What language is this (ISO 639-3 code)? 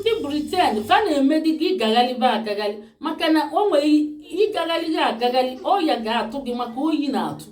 ibo